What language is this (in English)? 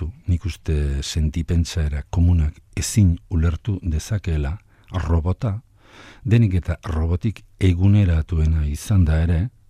Basque